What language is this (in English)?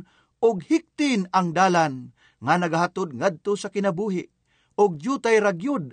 Cebuano